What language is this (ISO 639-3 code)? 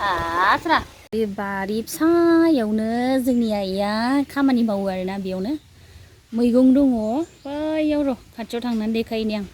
brx